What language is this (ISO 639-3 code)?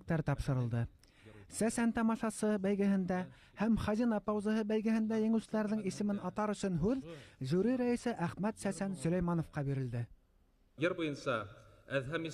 bak